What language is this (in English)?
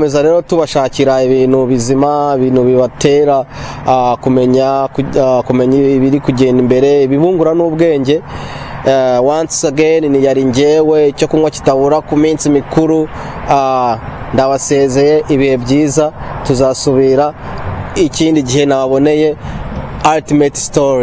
Kinyarwanda